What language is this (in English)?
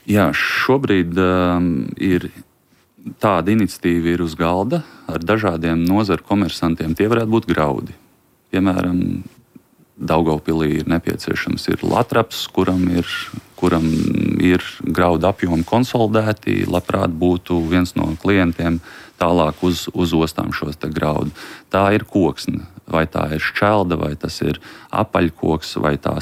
Latvian